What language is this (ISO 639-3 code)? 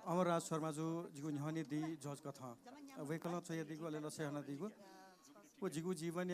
new